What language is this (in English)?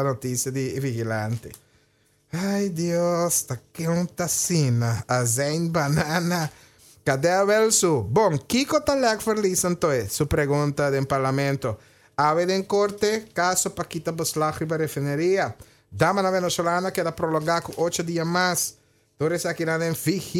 Papiamento